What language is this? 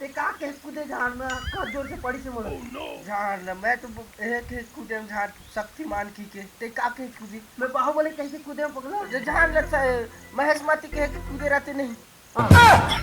Chhattisgarhi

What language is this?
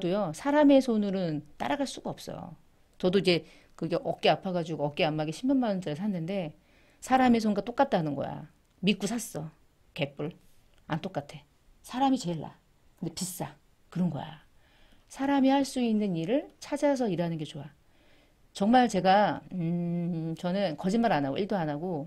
Korean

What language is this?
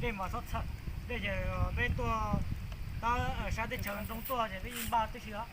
Hmong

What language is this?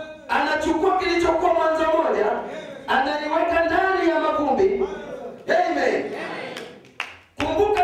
Swahili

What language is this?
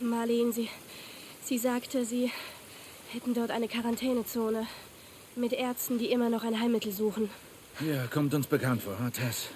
Bavarian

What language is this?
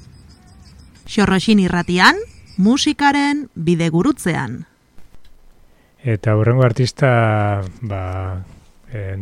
Basque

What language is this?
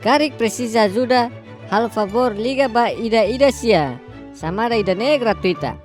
Tetum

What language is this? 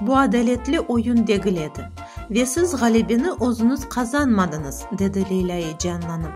Crimean Tatar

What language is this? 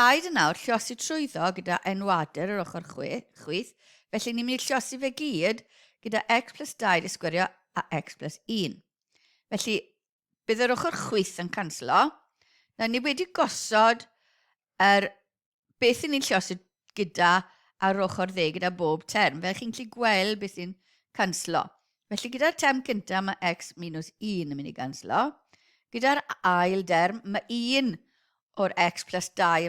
Welsh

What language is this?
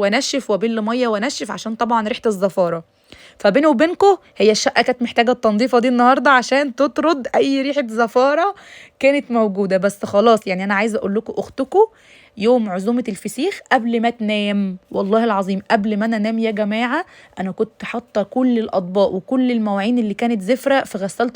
Egyptian Arabic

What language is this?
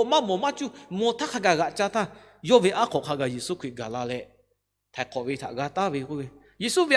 Lahu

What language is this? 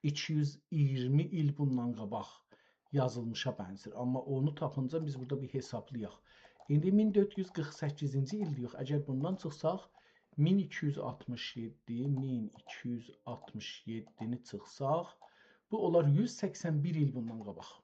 South Azerbaijani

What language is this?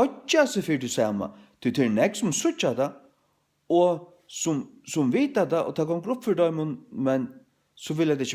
Faroese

